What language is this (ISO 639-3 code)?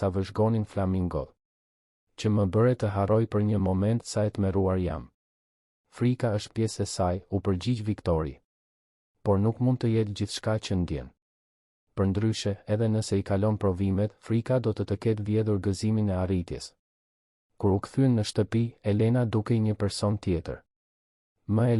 sqi